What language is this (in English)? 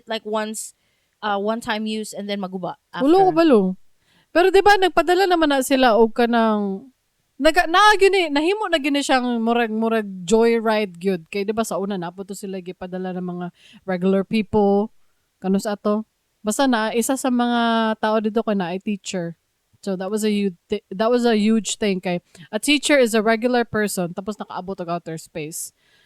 Cebuano